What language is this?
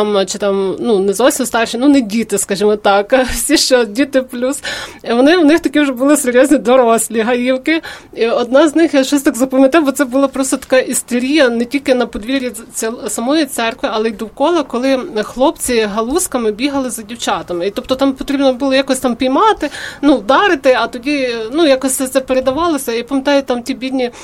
Ukrainian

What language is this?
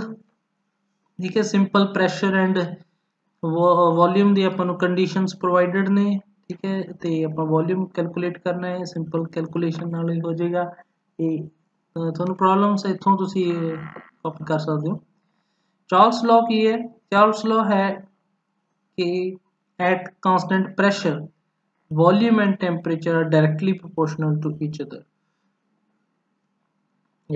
Punjabi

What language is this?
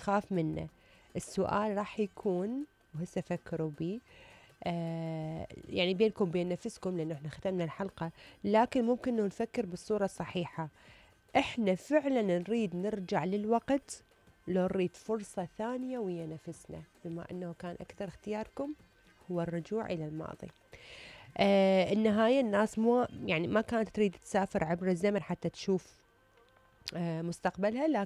Mesopotamian Arabic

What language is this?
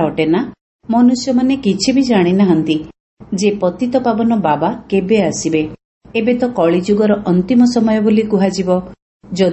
Odia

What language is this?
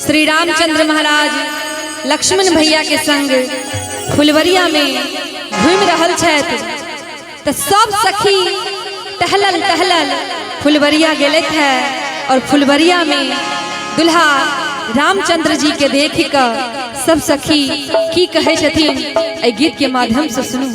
Maithili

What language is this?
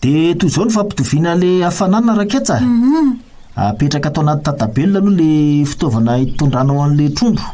Malagasy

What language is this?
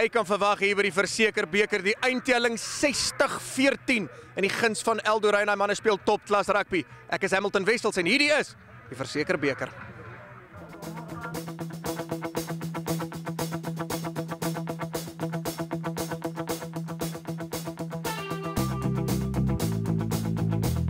Afrikaans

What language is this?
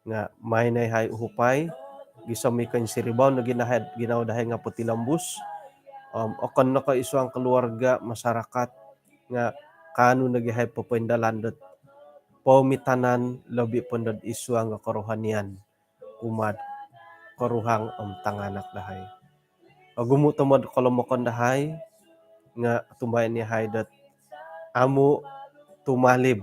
Central Dusun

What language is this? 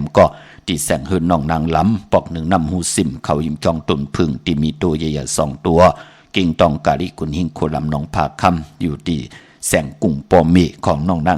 Shan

